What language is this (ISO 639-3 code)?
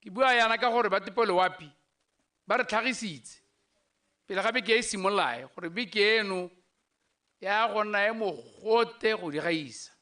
tsn